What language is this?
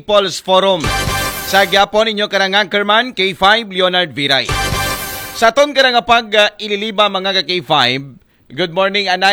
Aklanon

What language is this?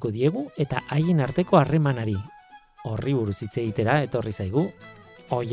Basque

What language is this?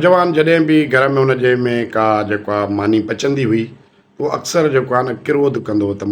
Sindhi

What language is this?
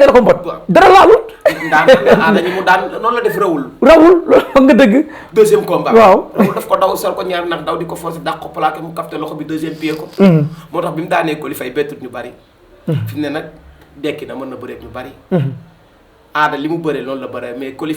Wolof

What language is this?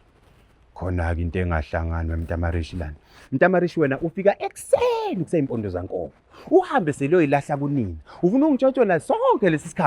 Zulu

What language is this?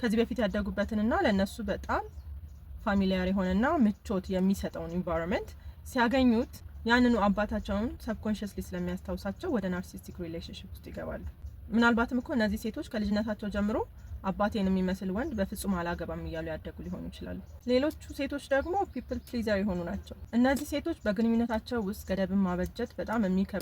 Amharic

